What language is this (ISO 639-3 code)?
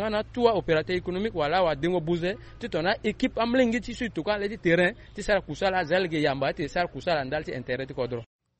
sag